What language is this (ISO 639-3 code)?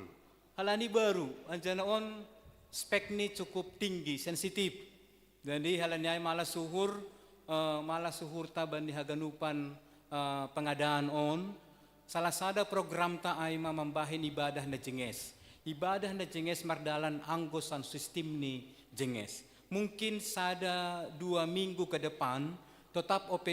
bts